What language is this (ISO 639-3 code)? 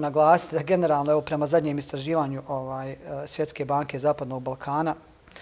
bos